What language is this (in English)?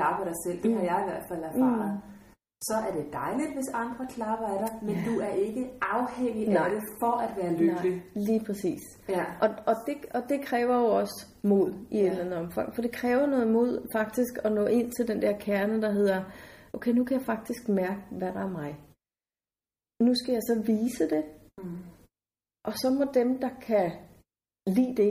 Danish